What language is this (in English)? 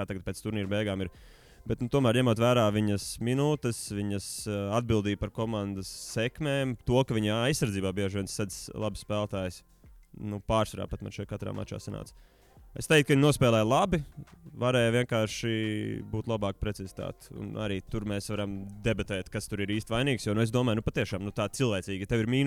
Latvian